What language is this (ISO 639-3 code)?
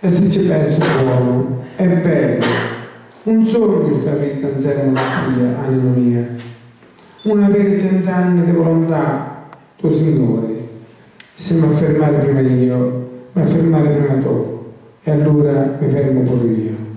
scn